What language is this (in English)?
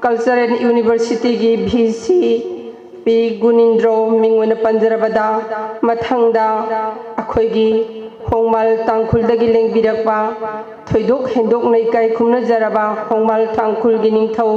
Manipuri